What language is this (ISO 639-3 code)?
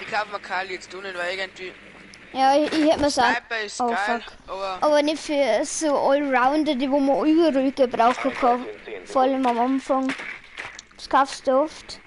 bar